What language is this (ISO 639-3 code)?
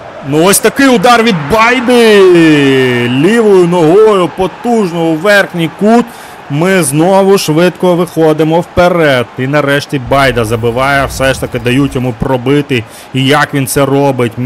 ukr